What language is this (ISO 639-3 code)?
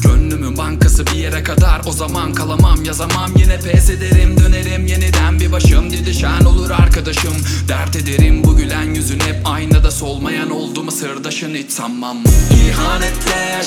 tur